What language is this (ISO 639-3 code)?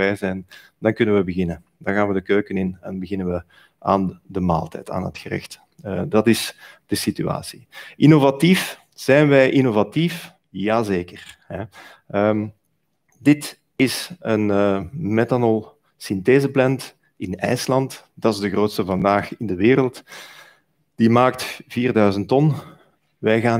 nld